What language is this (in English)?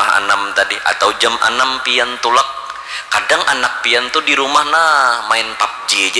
Banjar